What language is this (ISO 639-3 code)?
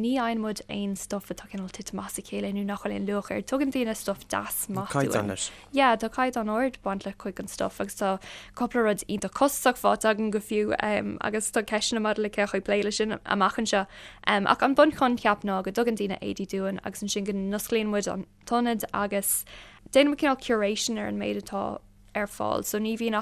gle